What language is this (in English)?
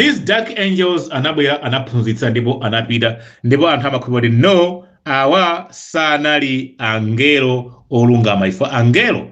Nyanja